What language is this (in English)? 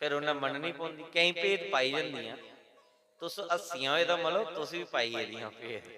Dogri